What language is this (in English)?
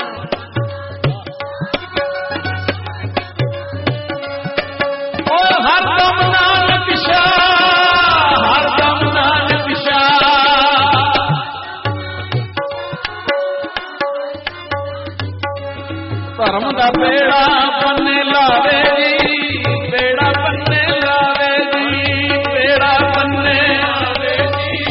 Punjabi